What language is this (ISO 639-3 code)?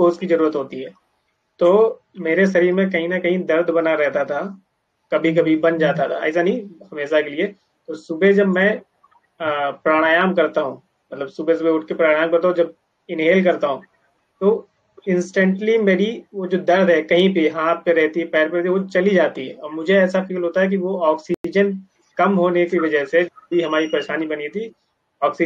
hin